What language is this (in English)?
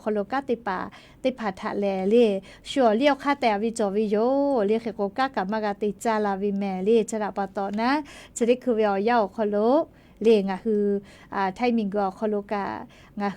Lahu